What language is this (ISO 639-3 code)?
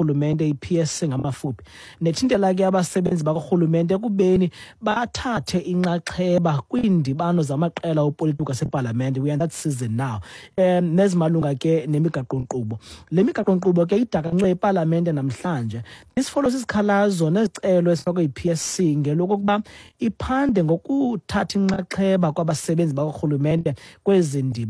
xho